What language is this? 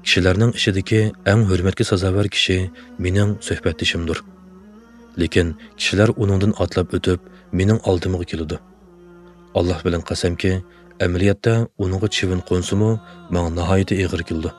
Uyghur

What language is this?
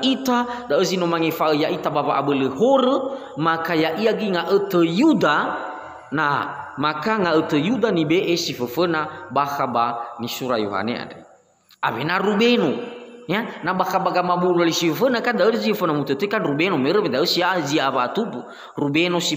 Nias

